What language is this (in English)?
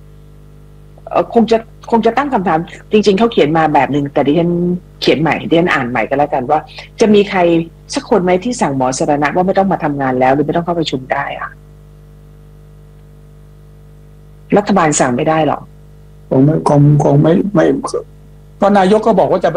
Thai